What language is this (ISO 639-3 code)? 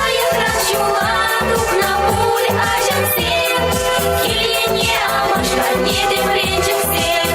chv